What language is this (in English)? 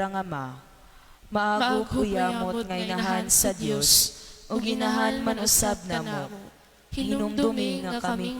Cebuano